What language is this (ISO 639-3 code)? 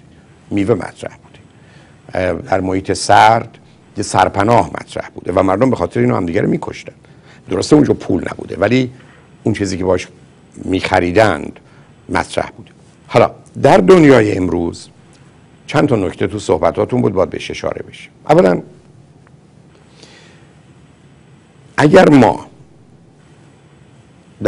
fas